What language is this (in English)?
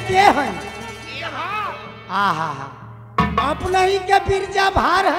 Bhojpuri